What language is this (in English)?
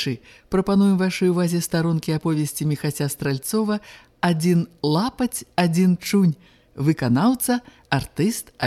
Belarusian